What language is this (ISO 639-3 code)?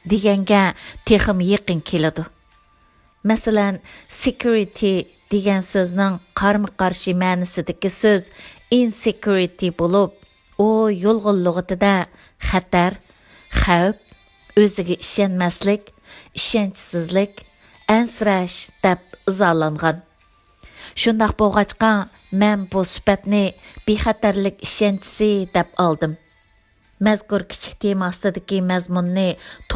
uig